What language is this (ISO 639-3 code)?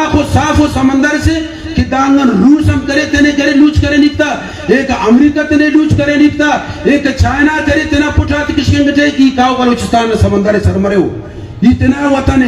brh